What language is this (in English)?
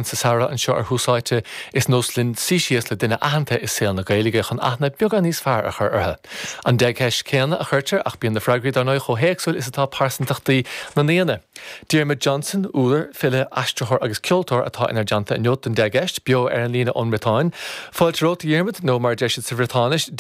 Irish